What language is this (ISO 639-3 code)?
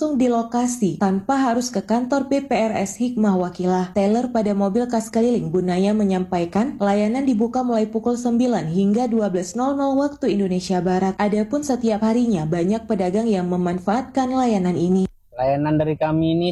ind